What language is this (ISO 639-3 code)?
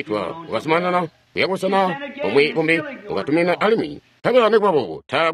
toi